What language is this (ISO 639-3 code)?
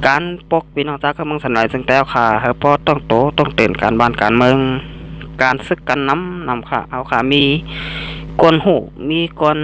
shn